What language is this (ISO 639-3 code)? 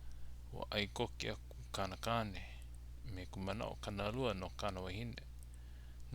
haw